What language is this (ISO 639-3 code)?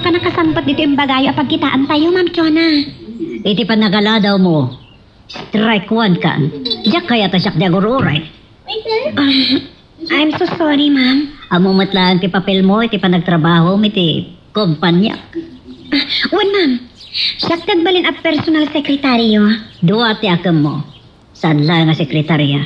ilo